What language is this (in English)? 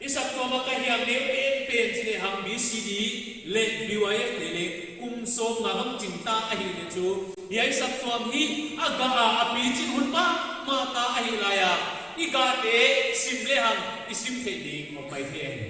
Paite Chin